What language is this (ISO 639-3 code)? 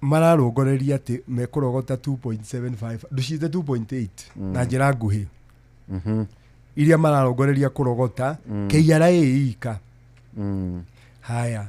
kik